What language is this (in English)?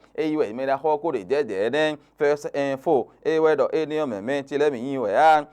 Fon